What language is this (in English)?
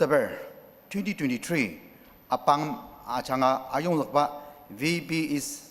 Ao Naga